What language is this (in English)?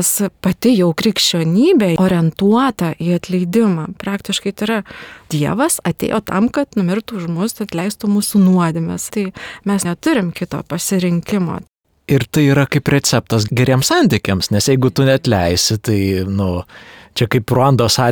Lithuanian